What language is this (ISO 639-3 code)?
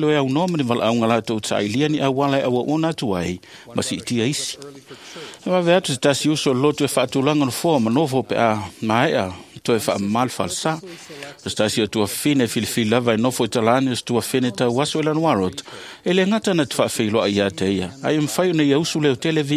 smo